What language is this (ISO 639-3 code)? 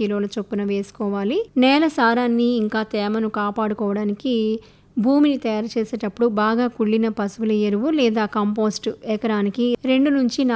tel